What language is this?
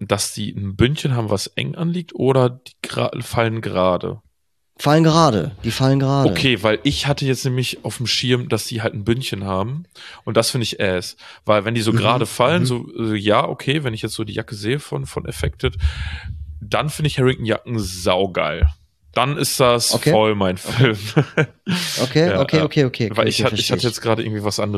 German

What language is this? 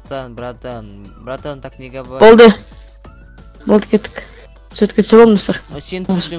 Kazakh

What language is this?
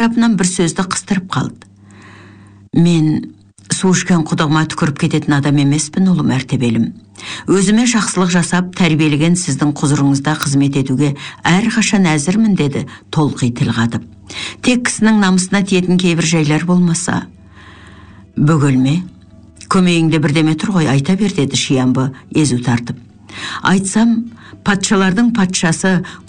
Kazakh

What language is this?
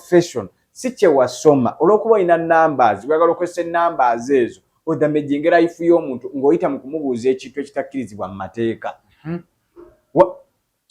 Ganda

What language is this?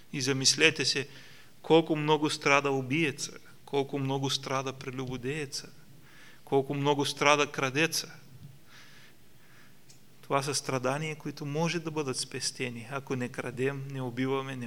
Bulgarian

